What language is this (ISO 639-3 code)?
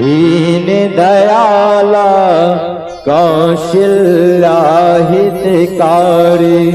hne